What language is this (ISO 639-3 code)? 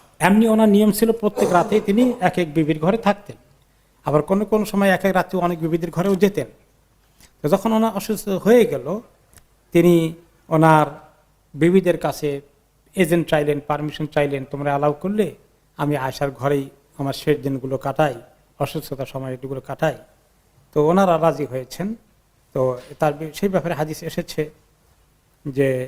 ben